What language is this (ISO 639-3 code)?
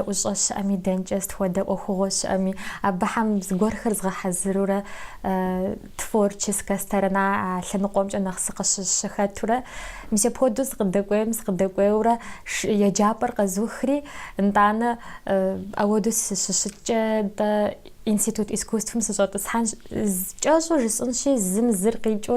kbd